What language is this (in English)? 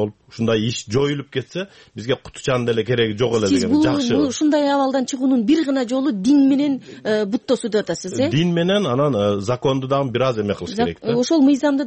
Kyrgyz